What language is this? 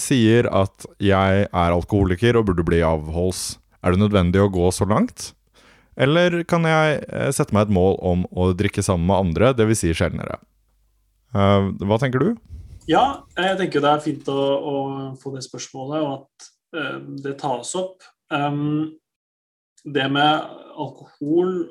Norwegian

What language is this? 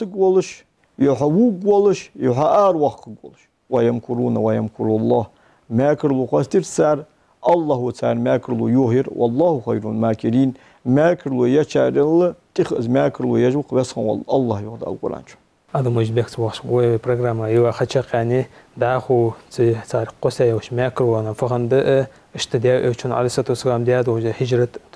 Ingush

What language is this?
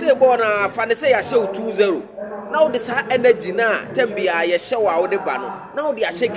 Akan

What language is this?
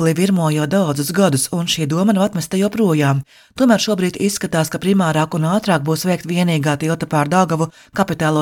Latvian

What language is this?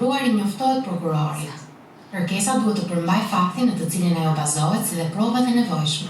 Albanian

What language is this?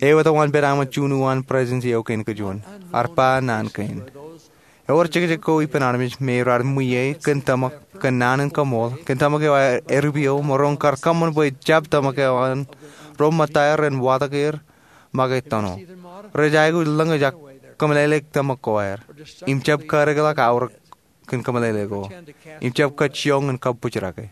Marshallese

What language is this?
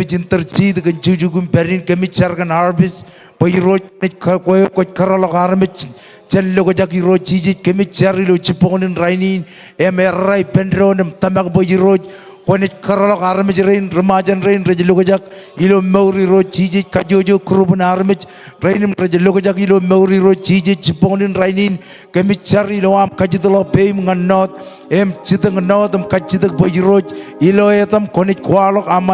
Marshallese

